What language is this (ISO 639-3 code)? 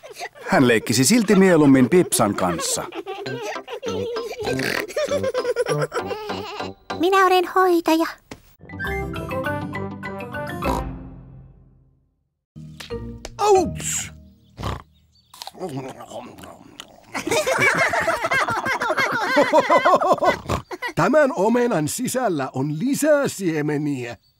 fin